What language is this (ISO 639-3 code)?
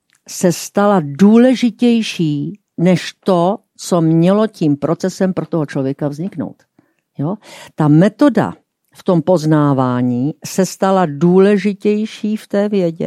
ces